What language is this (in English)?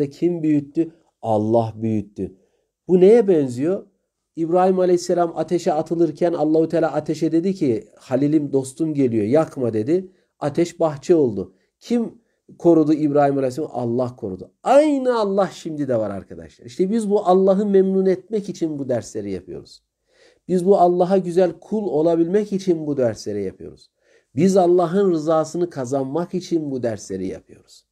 Turkish